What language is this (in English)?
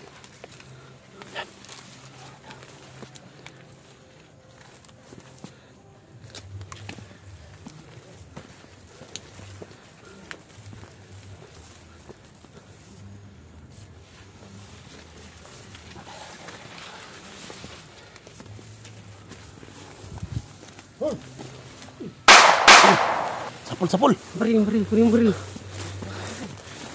Filipino